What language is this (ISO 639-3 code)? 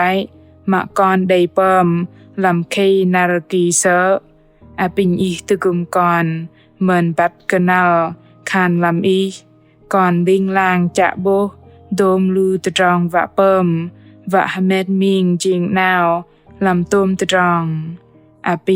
bdq